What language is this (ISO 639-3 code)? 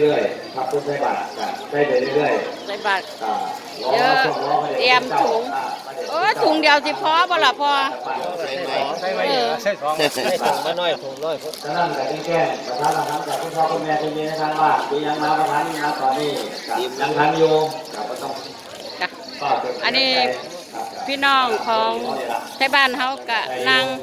tts